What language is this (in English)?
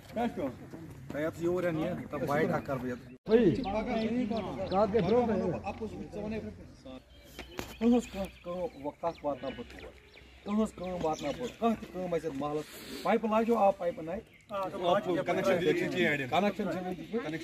Kashmiri